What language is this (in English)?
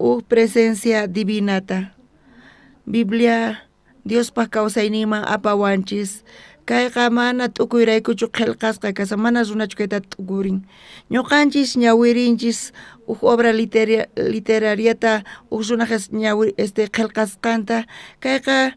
South Bolivian Quechua